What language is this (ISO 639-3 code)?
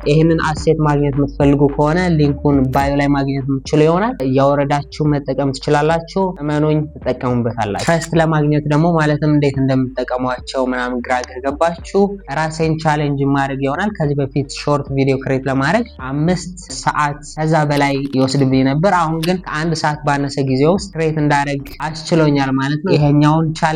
amh